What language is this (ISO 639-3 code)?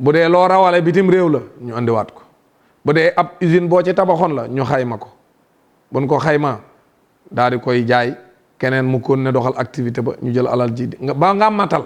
wol